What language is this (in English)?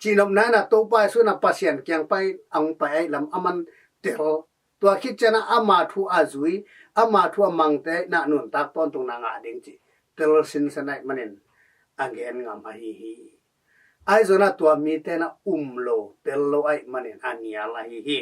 Tedim Chin